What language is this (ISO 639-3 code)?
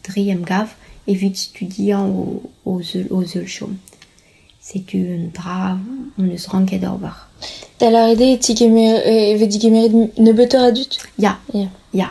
bre